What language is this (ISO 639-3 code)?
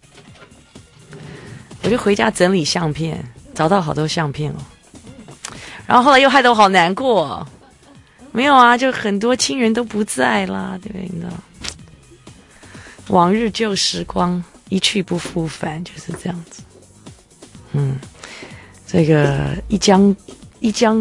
zho